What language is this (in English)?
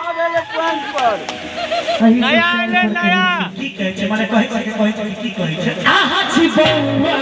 Maithili